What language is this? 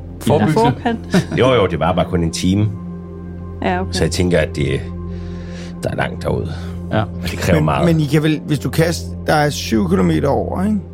Danish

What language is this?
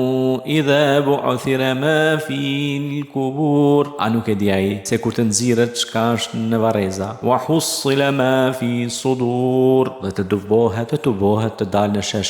Albanian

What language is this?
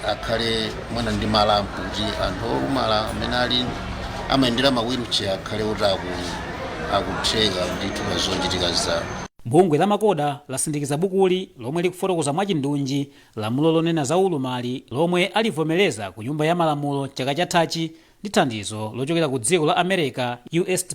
Nyanja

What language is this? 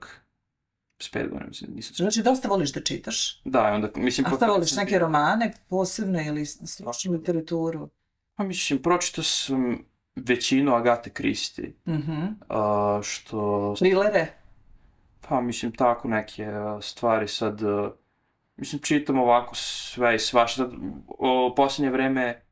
Serbian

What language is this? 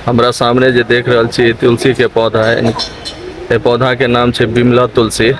Maithili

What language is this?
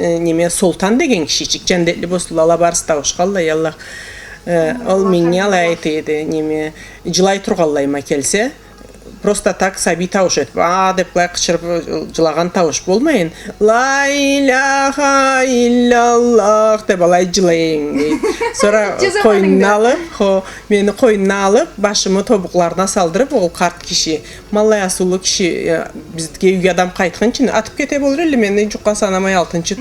Karachay-Balkar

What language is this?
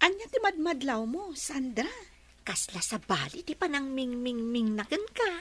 Iloko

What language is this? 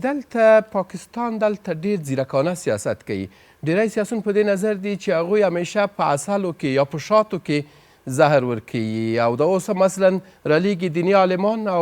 Pashto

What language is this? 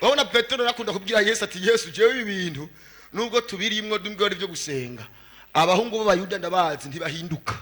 Rundi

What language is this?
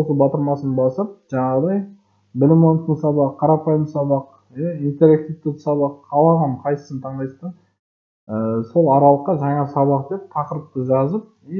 Kazakh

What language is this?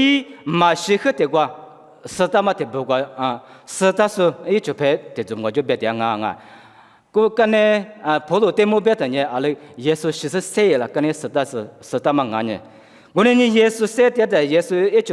Lisu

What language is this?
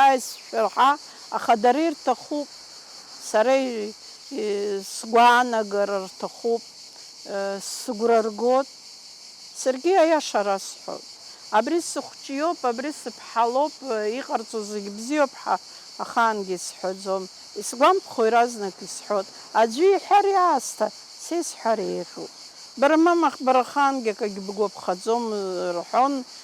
Abkhazian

